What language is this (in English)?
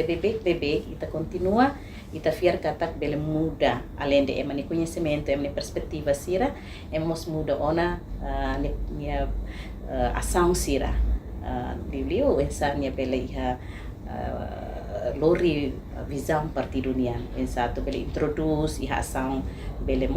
Tetum